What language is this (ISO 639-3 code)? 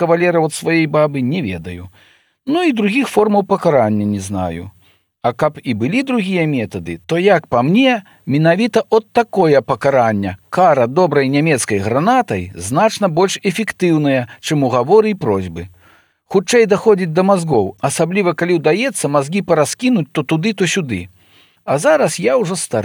bel